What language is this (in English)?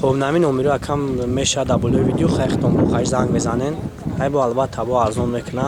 Tajik